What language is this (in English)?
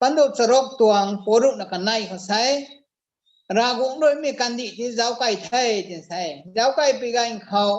Rongmei Naga